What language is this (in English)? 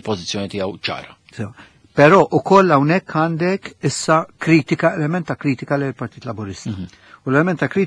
Maltese